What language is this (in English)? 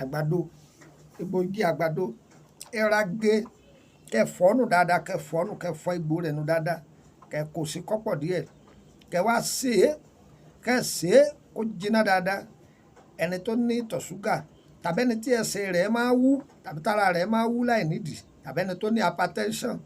Yoruba